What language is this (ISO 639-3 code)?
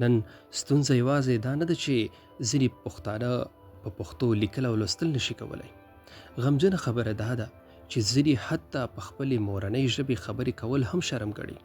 pus